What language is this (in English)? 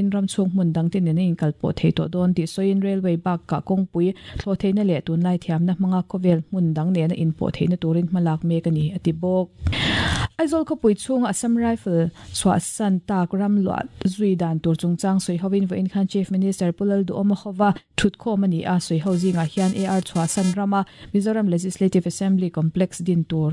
Mizo